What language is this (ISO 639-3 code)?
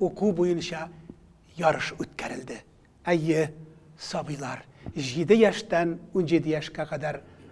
tat